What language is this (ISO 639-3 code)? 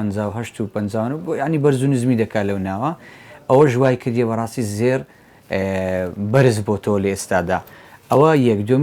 ckb